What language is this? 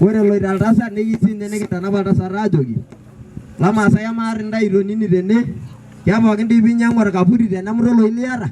Masai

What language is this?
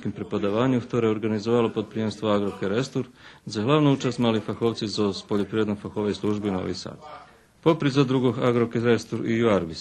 Rusyn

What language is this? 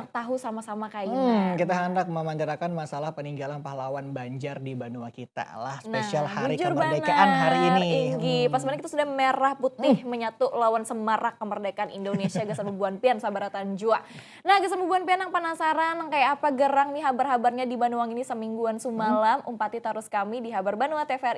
Banjar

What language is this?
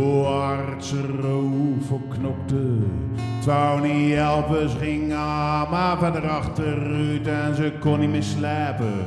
Zeelandic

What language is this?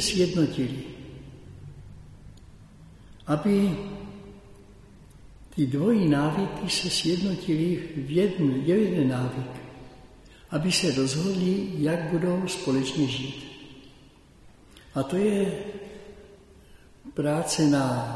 Czech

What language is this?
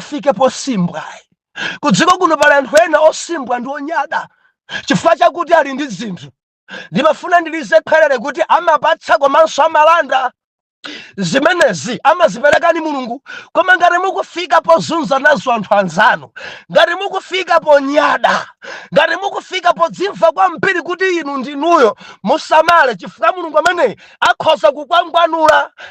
Nyanja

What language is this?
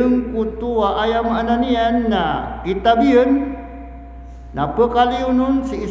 Maranao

